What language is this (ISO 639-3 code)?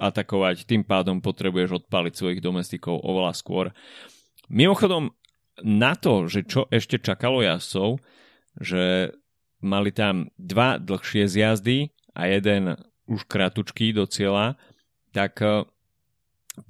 slk